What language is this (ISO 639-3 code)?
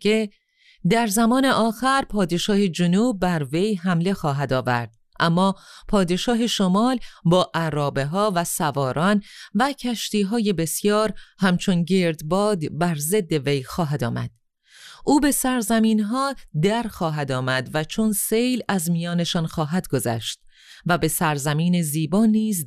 fas